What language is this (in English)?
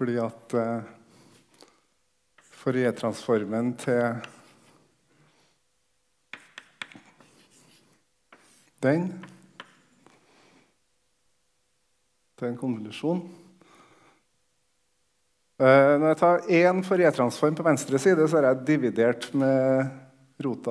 Norwegian